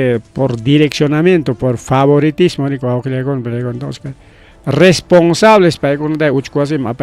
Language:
Ayacucho Quechua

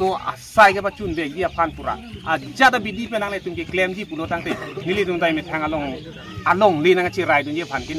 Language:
Karbi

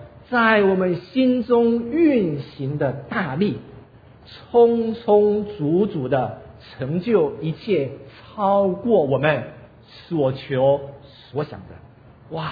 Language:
Chinese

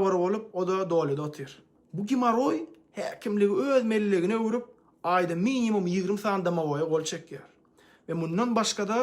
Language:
Turkmen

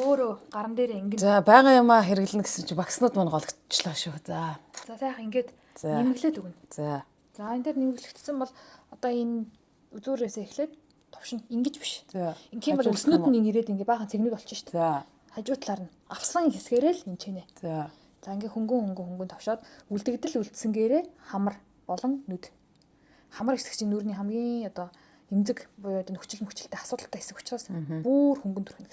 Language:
Mongolian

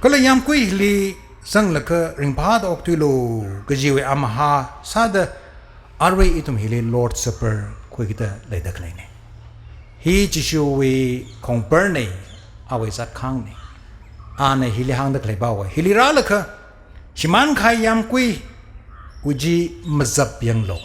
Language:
Tangkhul Naga (India)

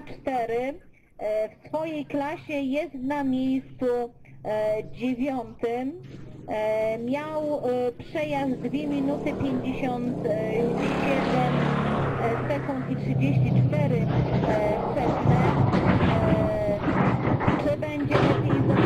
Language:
Polish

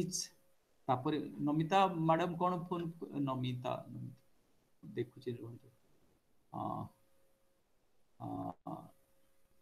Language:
Odia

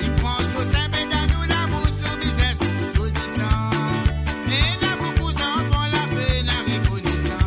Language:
Morisyen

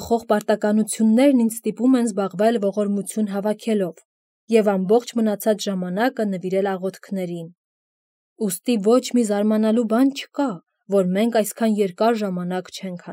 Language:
Armenian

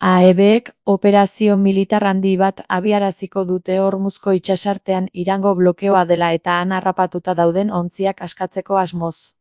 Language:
Basque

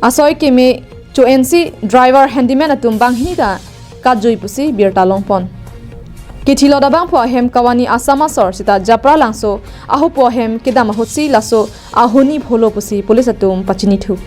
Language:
Karbi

